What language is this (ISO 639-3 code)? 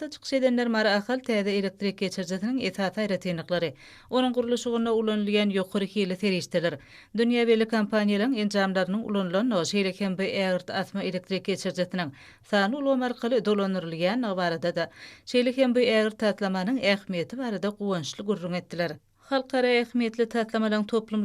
tuk